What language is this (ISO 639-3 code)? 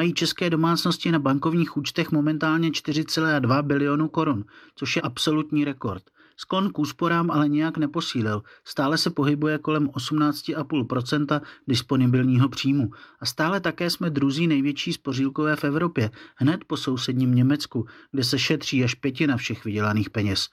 ces